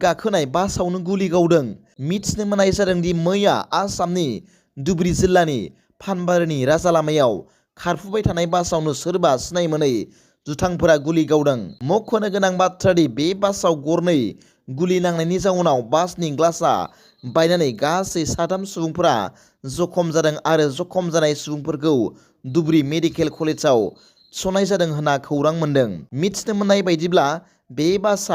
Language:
Bodo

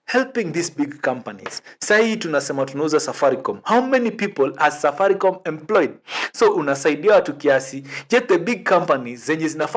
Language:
Swahili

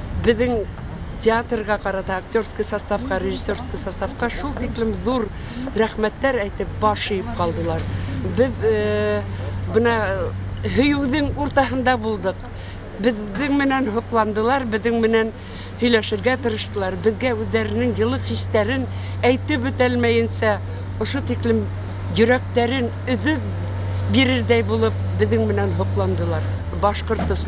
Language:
Bashkir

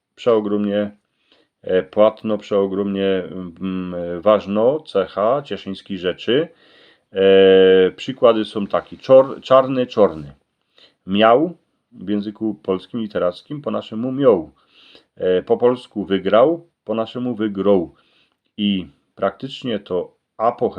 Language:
Silesian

